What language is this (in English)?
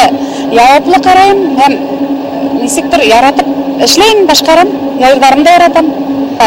Bashkir